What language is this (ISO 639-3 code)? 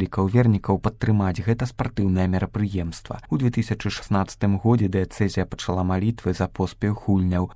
bel